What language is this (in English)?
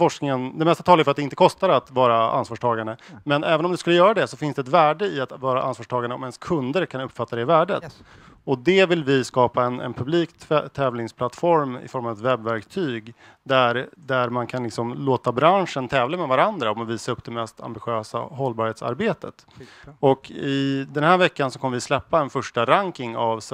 Swedish